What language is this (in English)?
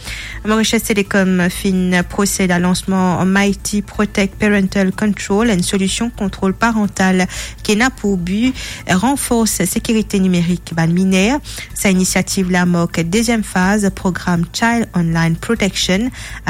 Morisyen